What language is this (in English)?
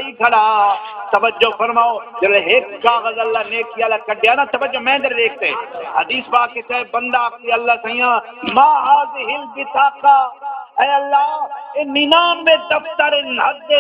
Saraiki